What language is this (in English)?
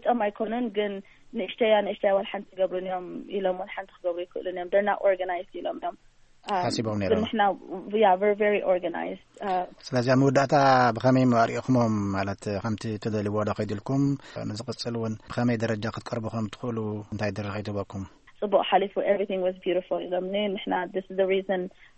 Tigrinya